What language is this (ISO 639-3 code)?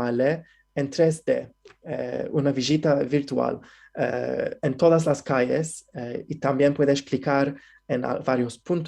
lad